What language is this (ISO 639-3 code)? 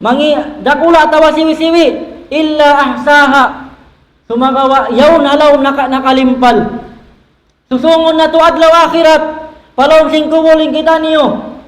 tsg